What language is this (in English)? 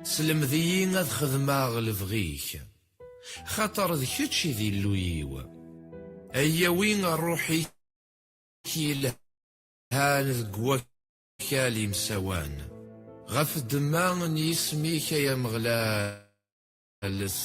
Kabyle